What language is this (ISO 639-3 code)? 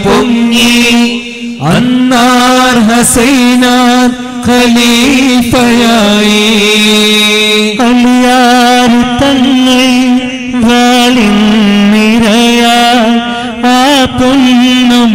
mal